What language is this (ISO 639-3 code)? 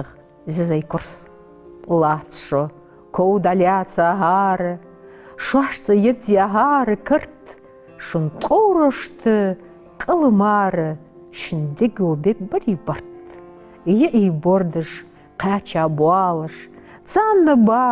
inh